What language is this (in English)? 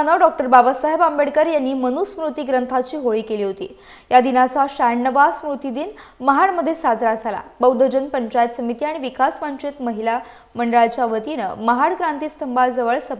Marathi